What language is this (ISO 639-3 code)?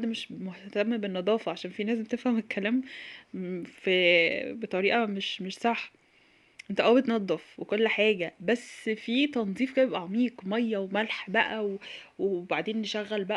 arz